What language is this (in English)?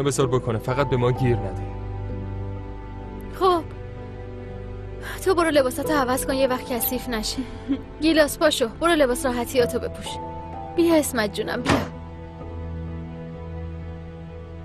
Persian